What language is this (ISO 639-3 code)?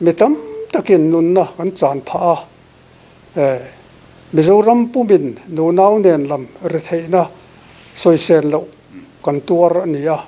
lus